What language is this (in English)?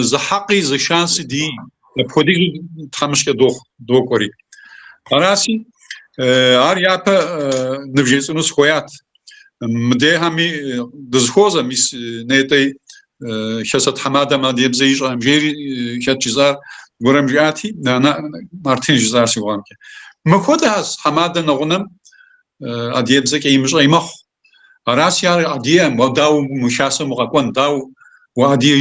Kabardian